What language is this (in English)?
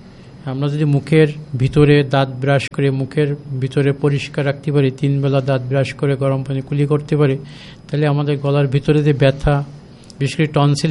Bangla